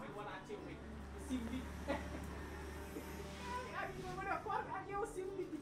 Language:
Fula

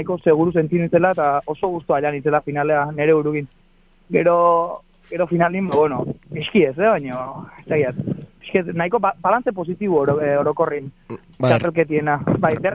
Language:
Basque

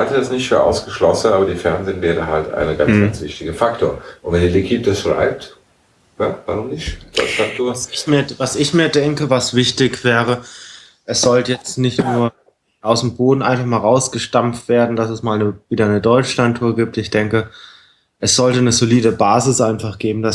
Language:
German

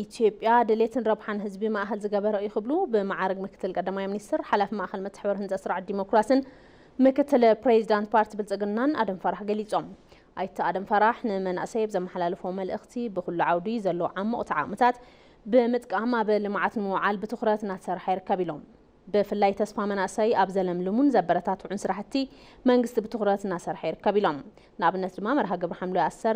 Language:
Tigrinya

